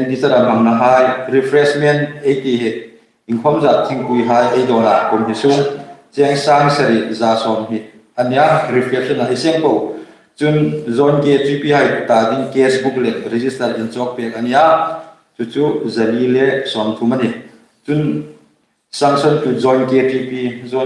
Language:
Hmar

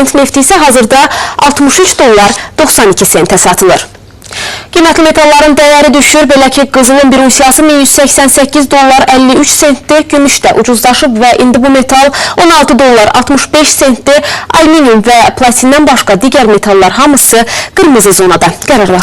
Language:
Azerbaijani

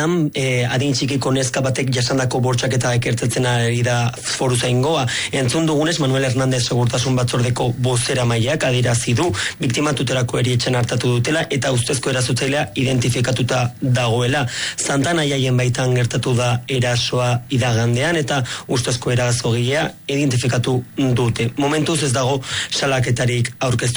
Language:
Basque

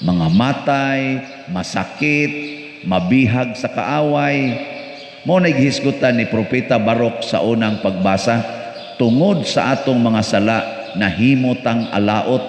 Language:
Cebuano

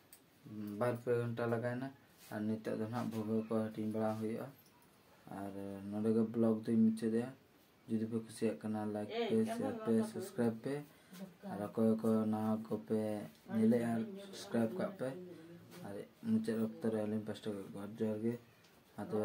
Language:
Santali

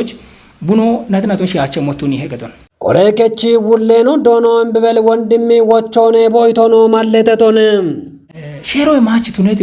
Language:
Kafa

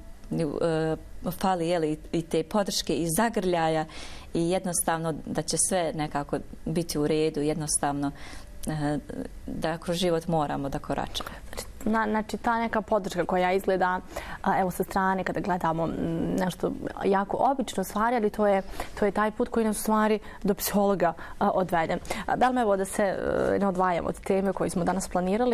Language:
Bosnian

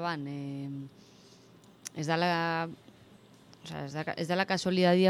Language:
Basque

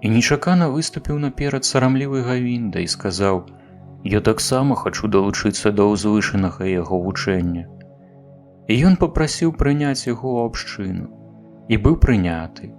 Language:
Belarusian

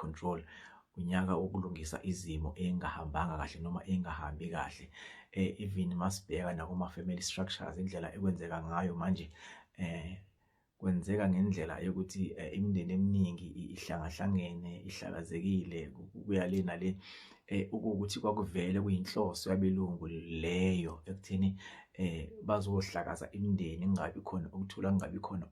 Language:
Zulu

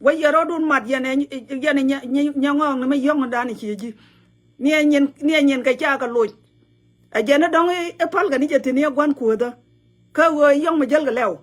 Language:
Nuer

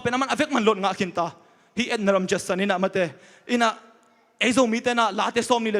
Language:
Tedim Chin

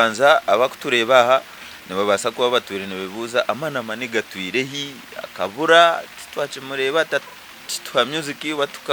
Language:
Nyankole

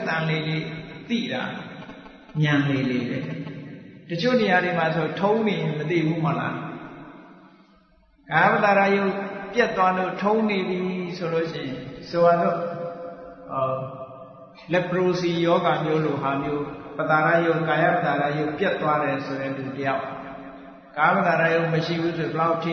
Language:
Burmese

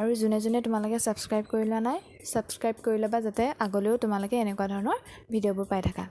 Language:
Assamese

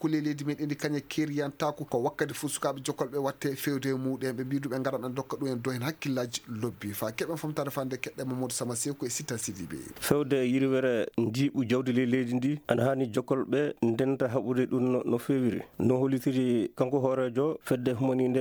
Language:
Fula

